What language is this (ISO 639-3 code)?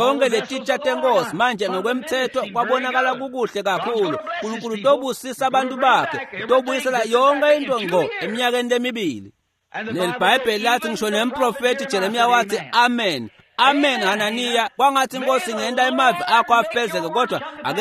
ssw